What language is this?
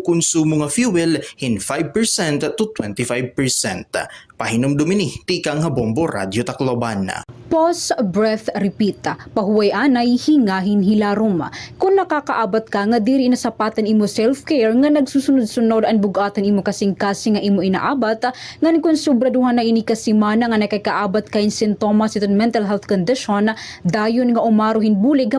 Waray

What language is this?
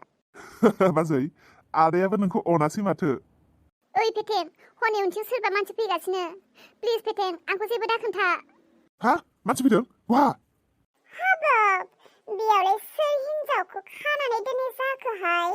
Bodo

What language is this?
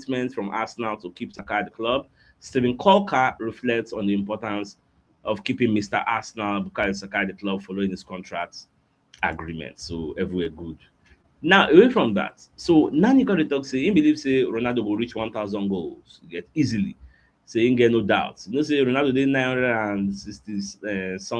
Nigerian Pidgin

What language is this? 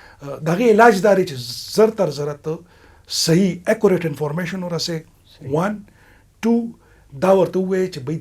Pashto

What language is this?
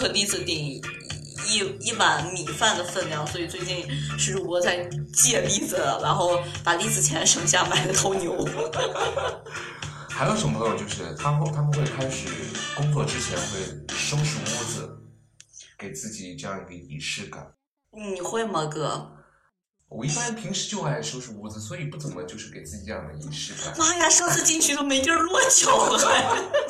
Chinese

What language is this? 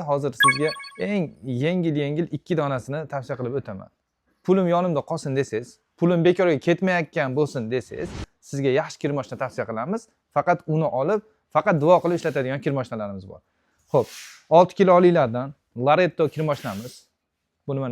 Uzbek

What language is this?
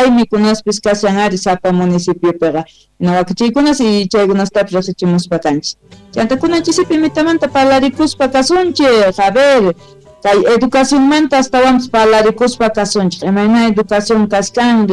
Quechua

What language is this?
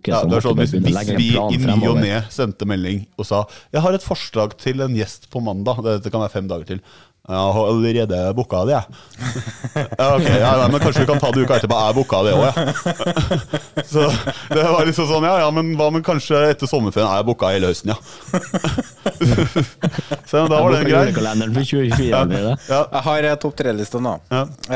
Norwegian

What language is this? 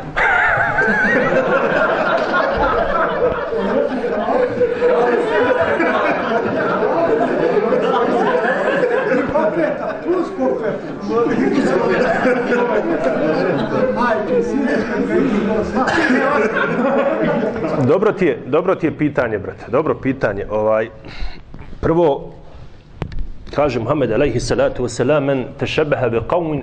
Bosnian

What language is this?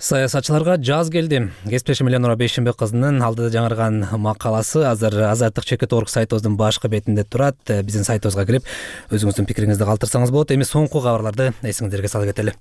Kyrgyz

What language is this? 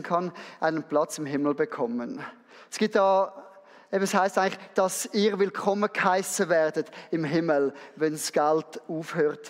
Swiss German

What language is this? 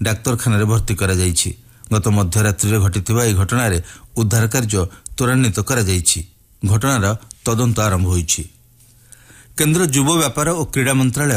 Odia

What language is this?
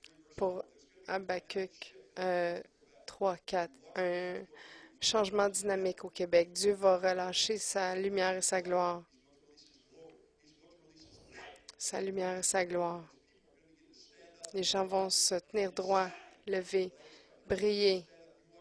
French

